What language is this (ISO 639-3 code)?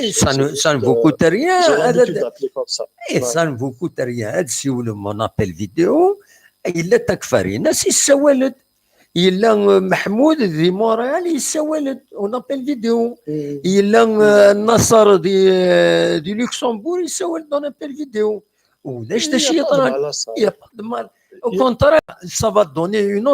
kab